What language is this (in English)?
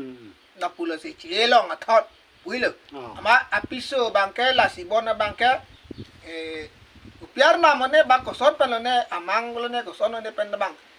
Karbi